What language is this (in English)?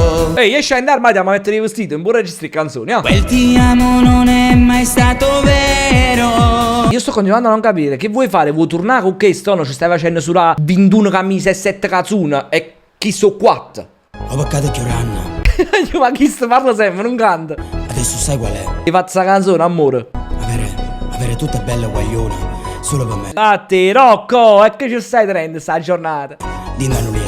Neapolitan